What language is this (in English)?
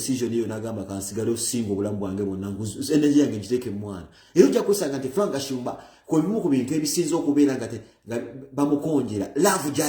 Ganda